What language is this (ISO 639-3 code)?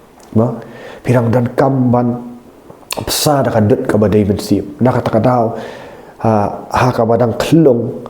kha